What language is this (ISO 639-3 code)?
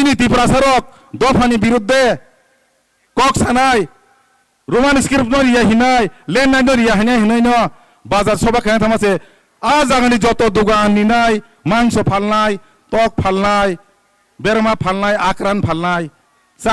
trp